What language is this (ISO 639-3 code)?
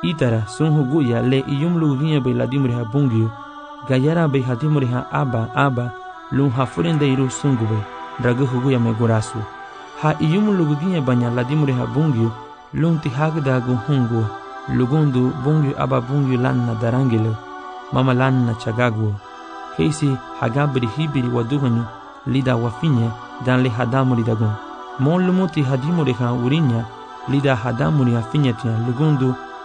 cab